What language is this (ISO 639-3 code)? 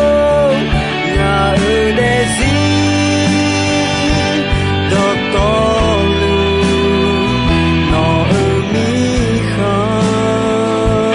ahk